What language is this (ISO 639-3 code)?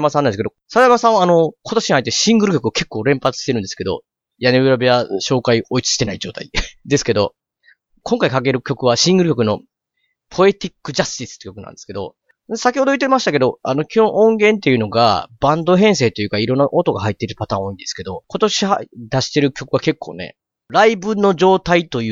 jpn